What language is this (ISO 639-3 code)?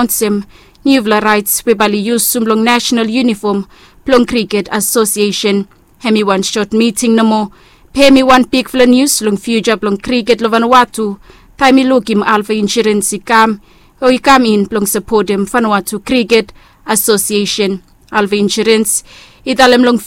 bis